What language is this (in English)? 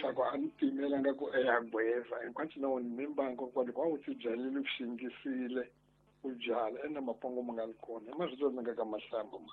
Tsonga